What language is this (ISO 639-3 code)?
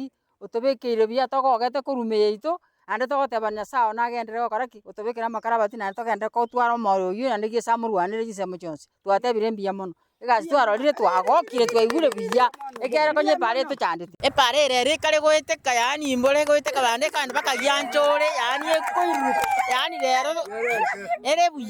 guz